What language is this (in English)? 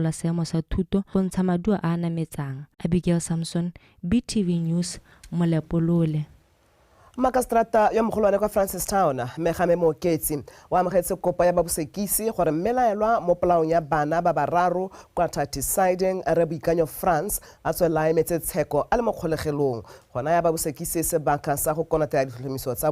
Tswana